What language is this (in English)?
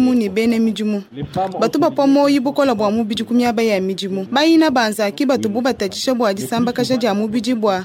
Luba-Lulua